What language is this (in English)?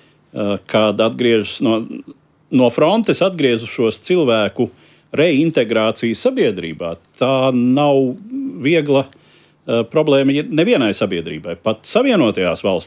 Latvian